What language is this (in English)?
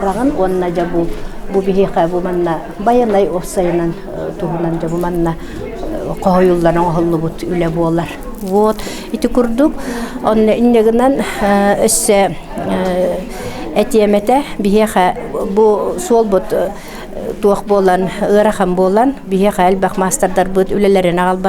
Yakut